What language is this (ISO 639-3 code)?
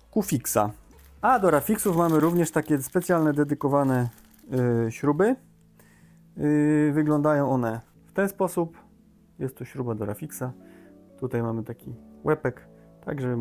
pol